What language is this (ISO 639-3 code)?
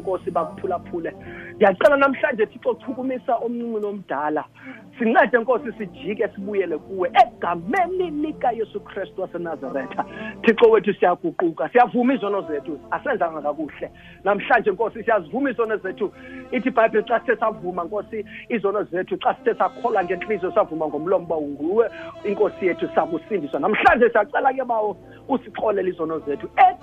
xho